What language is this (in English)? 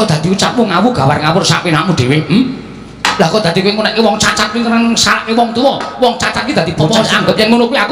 Javanese